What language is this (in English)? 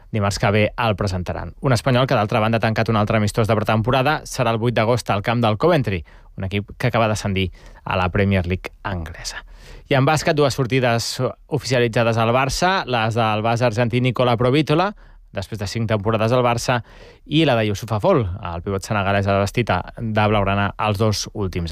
Catalan